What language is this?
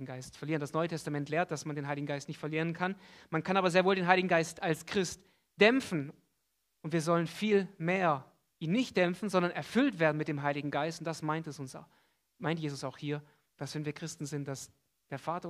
German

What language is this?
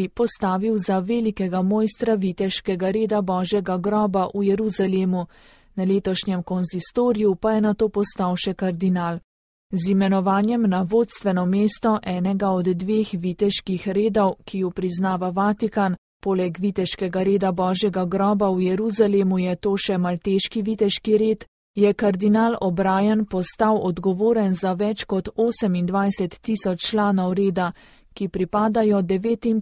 Slovenian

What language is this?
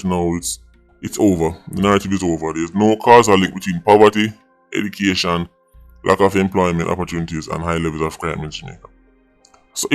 Jamaican Creole English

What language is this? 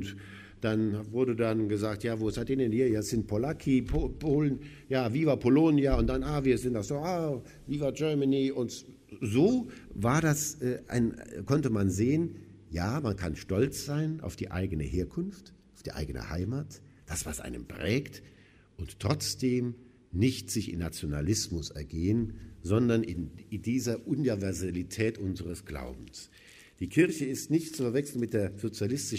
German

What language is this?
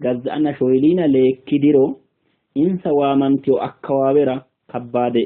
Sidamo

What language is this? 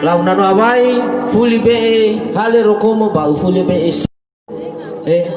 Nias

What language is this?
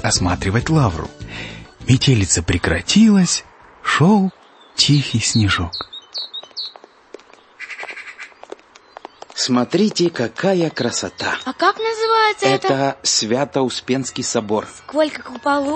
Russian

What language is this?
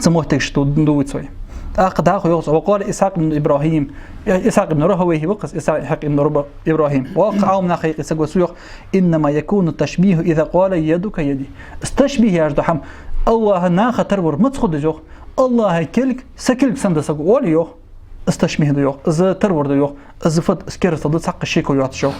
Ingush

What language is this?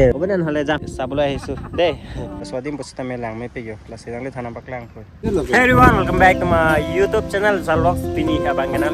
Karbi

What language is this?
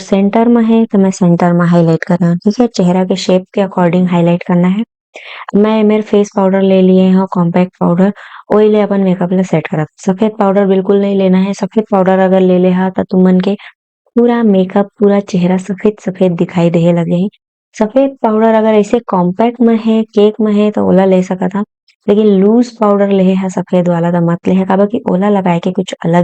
Chhattisgarhi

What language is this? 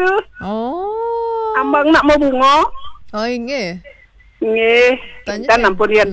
Balinese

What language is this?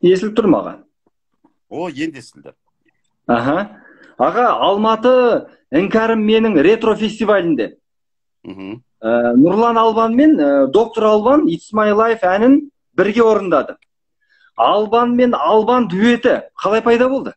Kazakh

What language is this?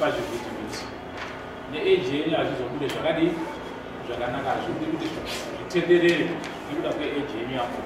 Shona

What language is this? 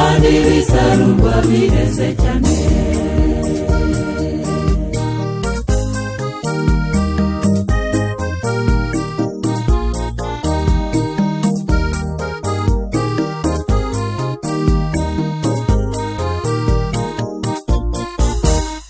Kinyarwanda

